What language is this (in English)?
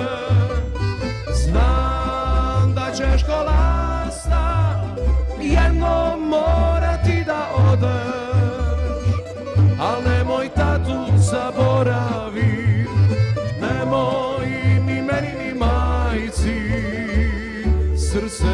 Croatian